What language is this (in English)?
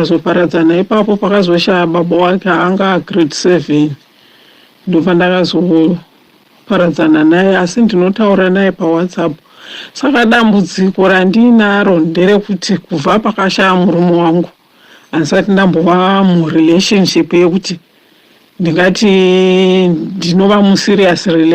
Shona